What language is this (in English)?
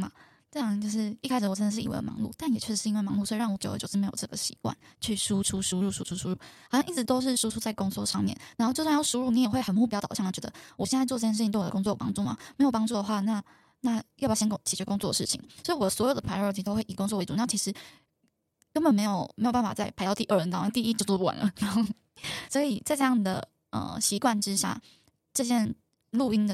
Chinese